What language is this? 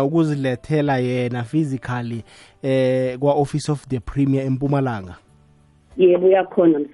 South Ndebele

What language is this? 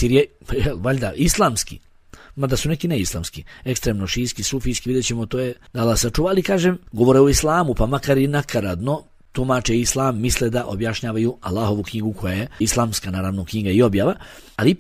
Bosnian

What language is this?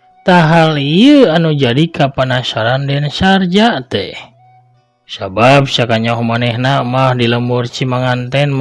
Sundanese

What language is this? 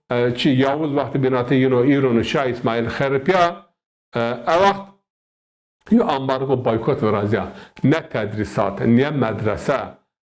Zaza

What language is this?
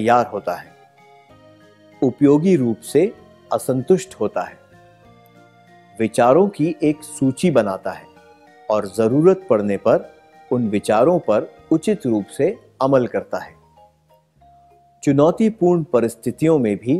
Hindi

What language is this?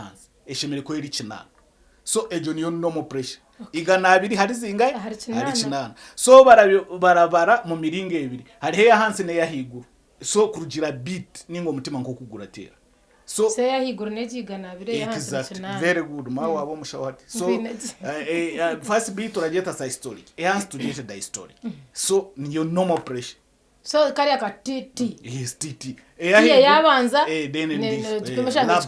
Nyankole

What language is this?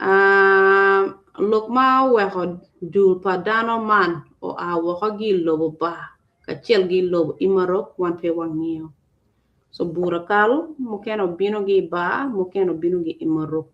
Acoli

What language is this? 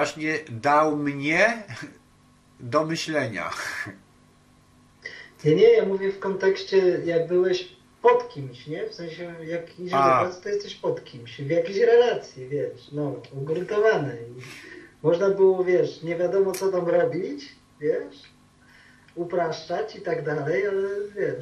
Polish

